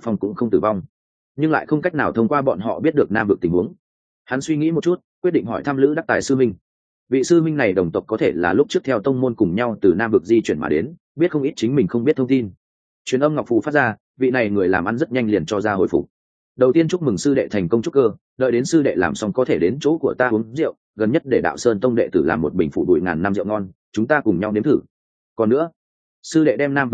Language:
Vietnamese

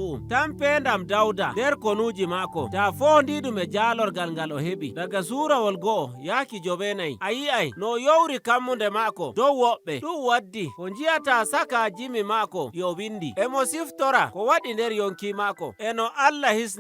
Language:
Nigerian Fulfulde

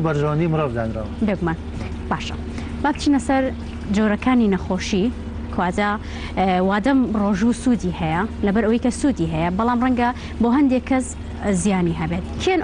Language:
Central Kurdish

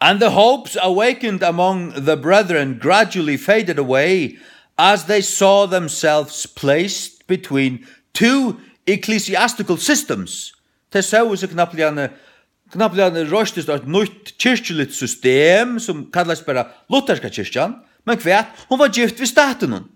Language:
Faroese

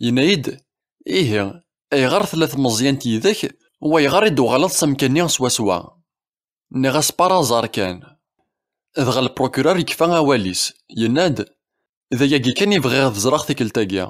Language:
Kabyle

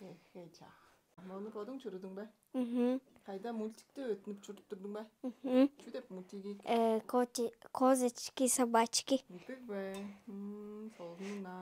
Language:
Tuvinian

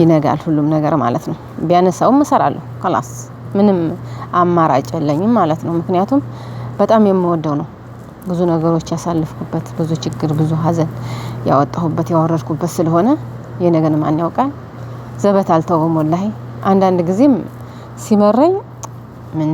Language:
Amharic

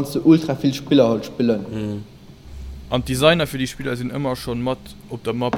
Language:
Luxembourgish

